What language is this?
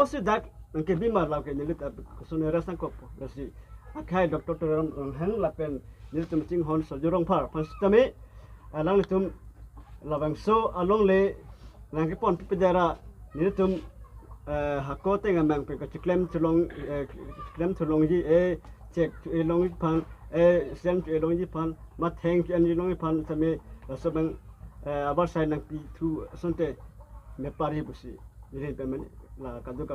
Karbi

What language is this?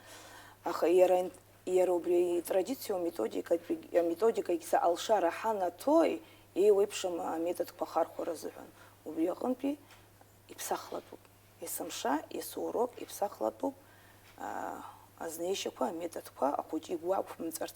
Abkhazian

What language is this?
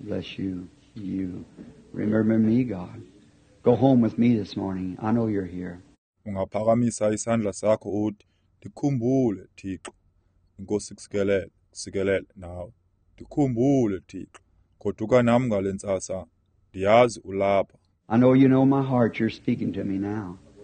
Xhosa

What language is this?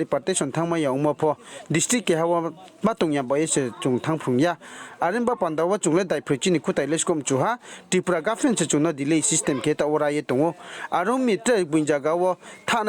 Riang (India)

